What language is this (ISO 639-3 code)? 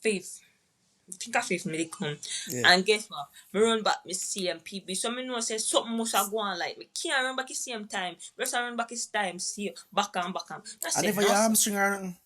jam